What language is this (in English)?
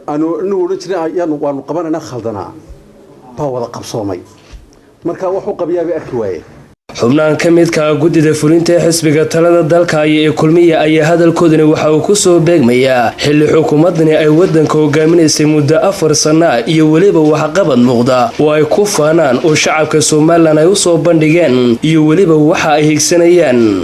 Somali